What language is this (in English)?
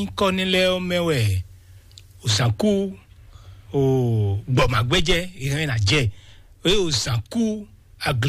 Fon